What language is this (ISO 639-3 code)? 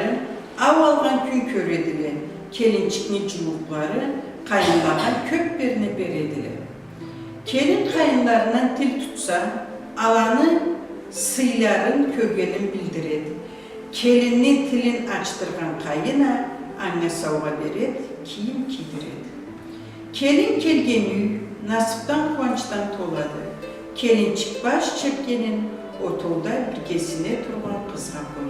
krc